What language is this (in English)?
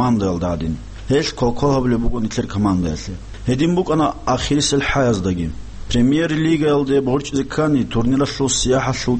Avaric